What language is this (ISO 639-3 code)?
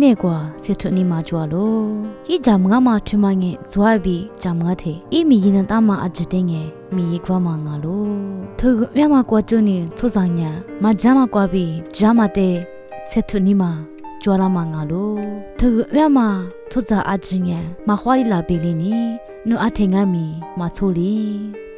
lis